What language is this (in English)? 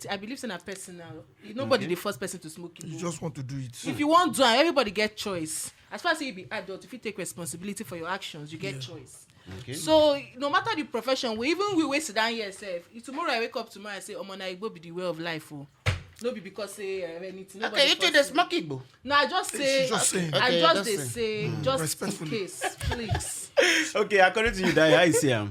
Nigerian Pidgin